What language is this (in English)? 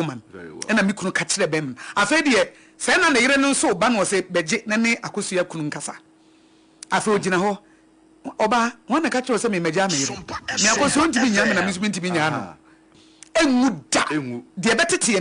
Akan